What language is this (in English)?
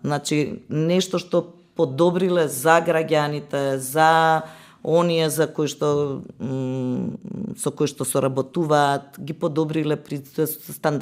Macedonian